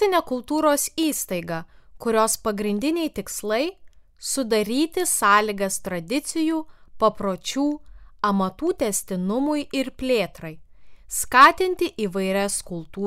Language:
Lithuanian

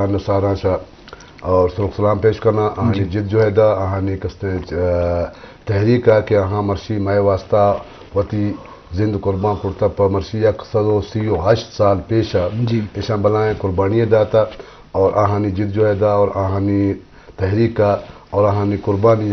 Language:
Eastern Balochi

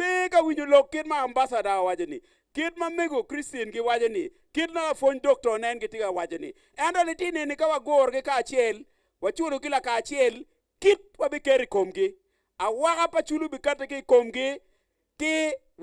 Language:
Acoli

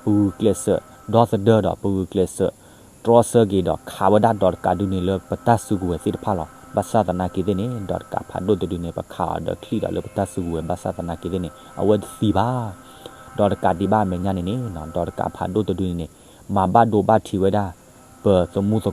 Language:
S'gaw Karen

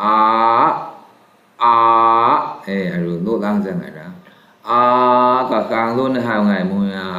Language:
Maru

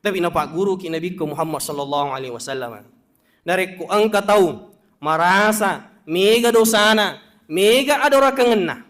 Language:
Buginese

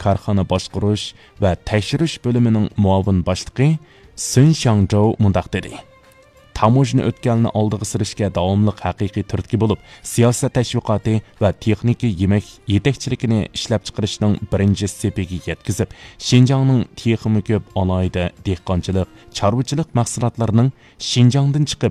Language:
Uyghur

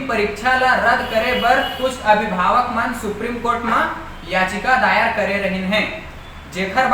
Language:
Chhattisgarhi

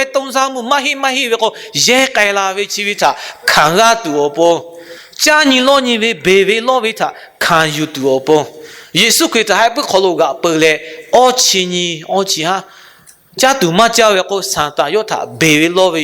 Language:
Lahu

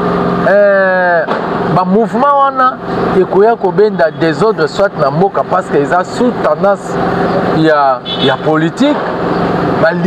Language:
Lingala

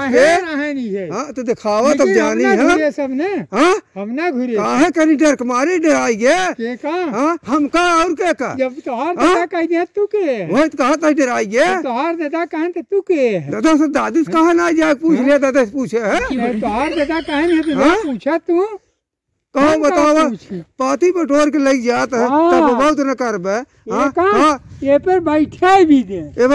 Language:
Awadhi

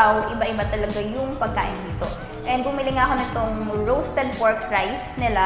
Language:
Filipino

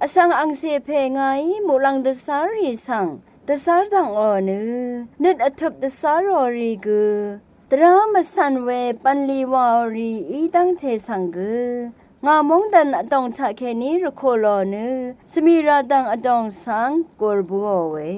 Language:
Rawang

